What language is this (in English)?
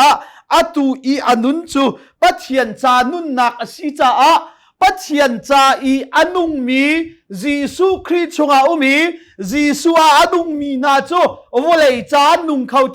Hakha Chin